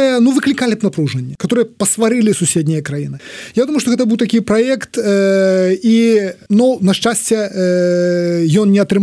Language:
Belarusian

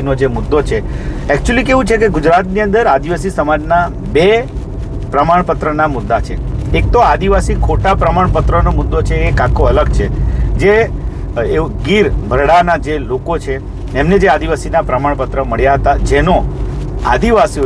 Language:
Gujarati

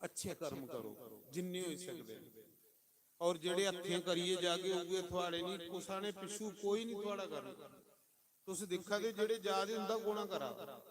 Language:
Dogri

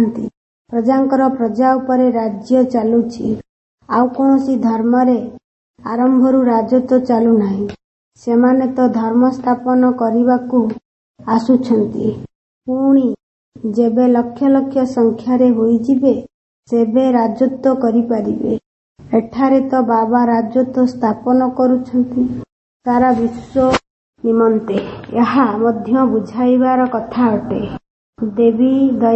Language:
Odia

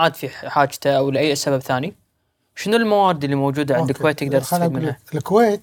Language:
Gulf Arabic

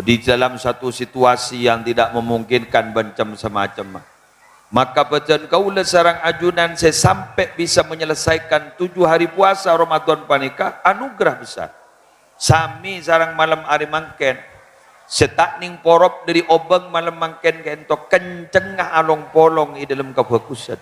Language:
Madurese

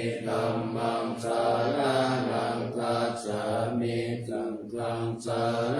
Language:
Pali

